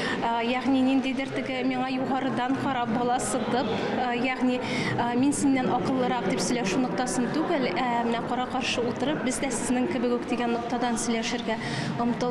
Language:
Tatar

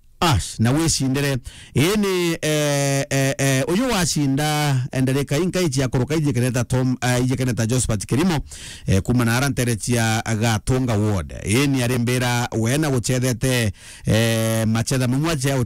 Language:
Meru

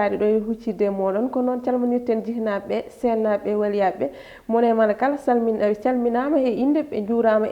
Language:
Fula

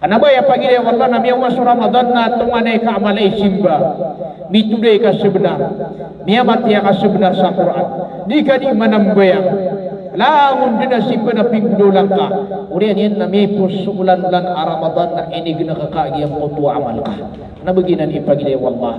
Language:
Maranao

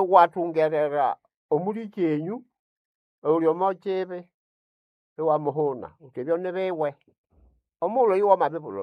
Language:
Nande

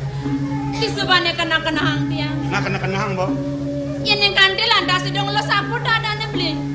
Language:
Balinese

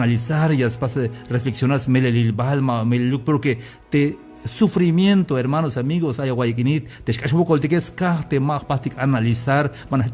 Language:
Tzeltal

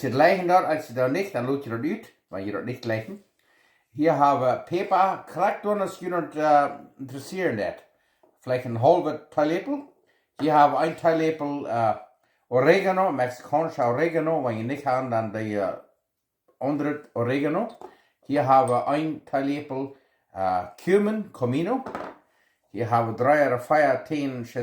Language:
Plautdietsch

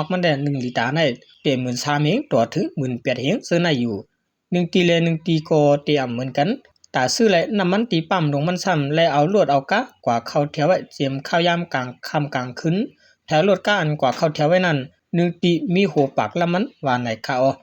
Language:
Shan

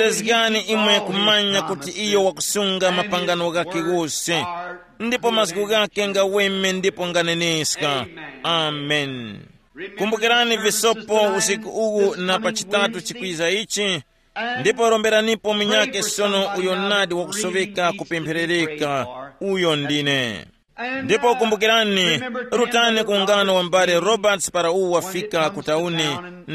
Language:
Tumbuka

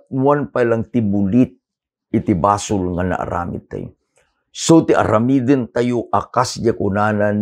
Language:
Iloko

